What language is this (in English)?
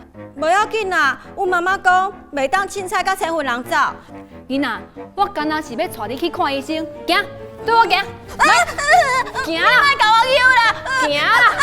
Min Nan Chinese